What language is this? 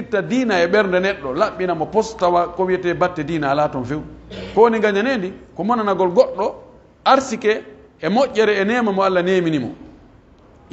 Pular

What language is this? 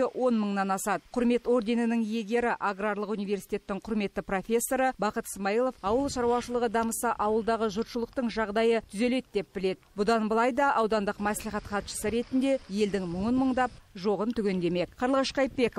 Kazakh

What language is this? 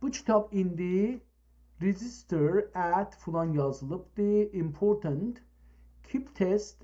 South Azerbaijani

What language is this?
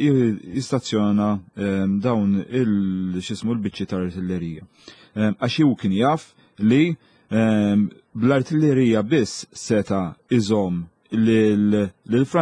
Maltese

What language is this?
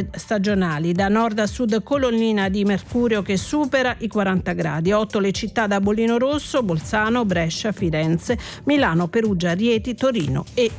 Italian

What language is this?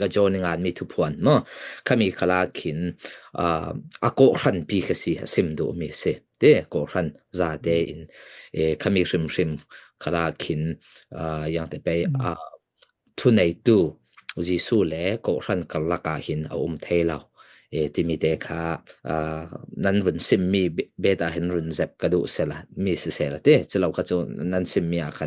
Falam Chin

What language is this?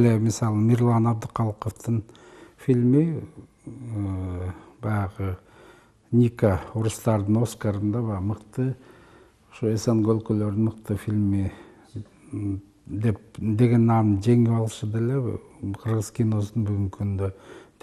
Kyrgyz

